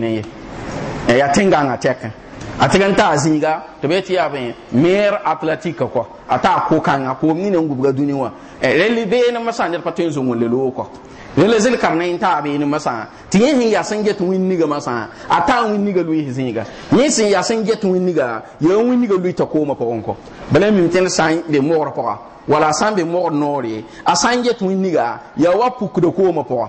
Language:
Mossi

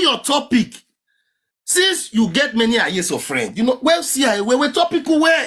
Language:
Nigerian Pidgin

